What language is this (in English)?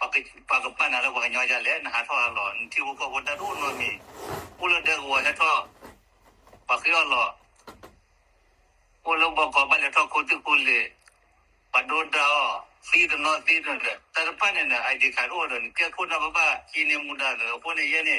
S'gaw Karen